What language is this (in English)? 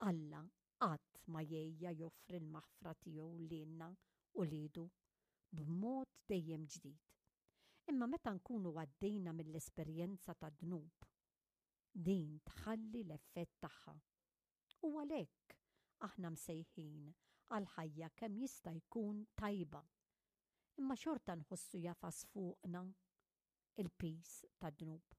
Maltese